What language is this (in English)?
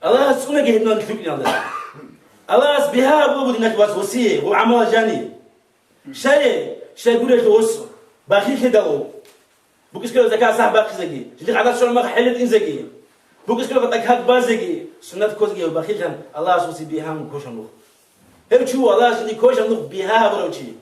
Avaric